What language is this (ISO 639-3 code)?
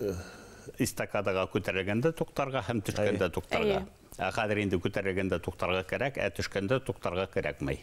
bak